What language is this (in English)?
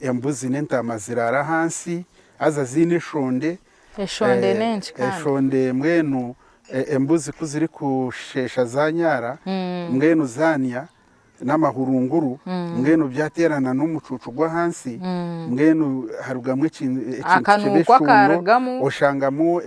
Nyankole